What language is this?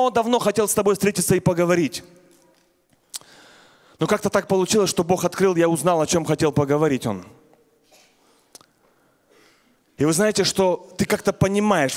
Russian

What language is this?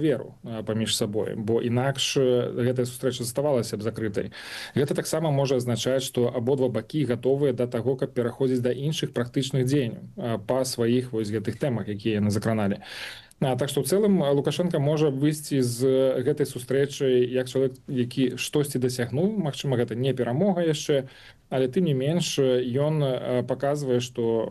Belarusian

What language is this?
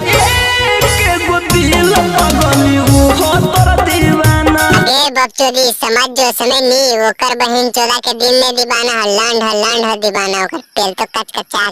Magahi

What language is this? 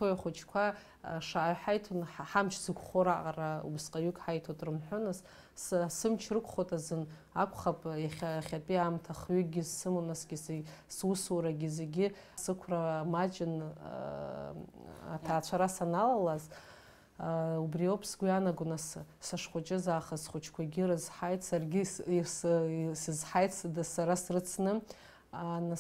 Abkhazian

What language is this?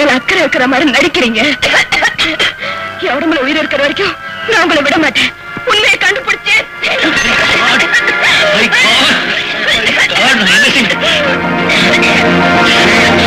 Tamil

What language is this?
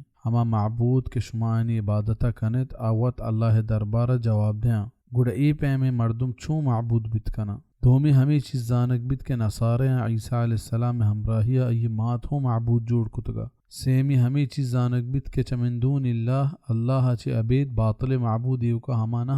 Baluchi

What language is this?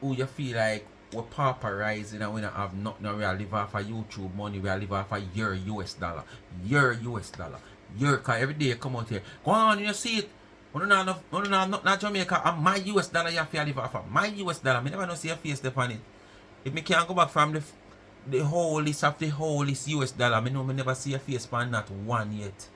Jamaican Creole English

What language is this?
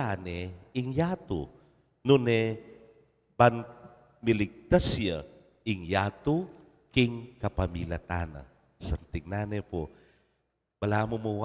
Pampanga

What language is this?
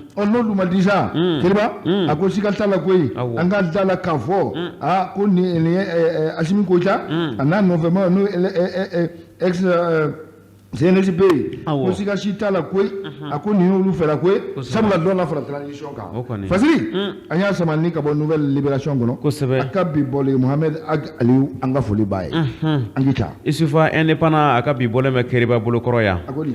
Bambara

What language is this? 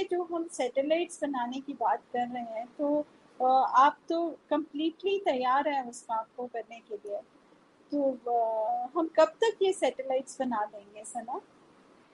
Hindi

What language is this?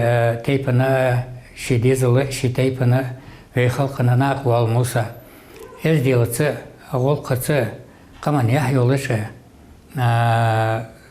Ingush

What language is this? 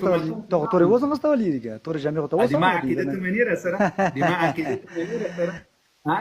Pashto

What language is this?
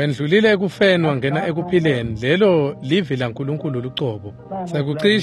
Swati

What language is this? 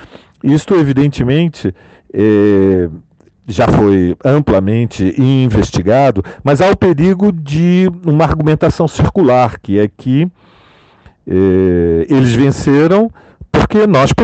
Portuguese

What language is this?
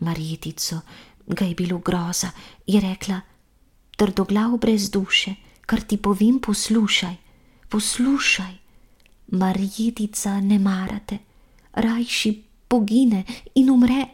Slovenian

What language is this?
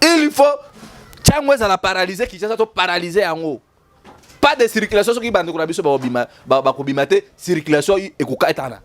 Lingala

